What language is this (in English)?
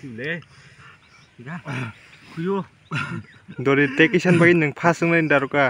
Kok Borok